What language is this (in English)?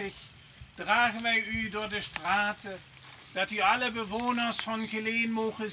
Limburgish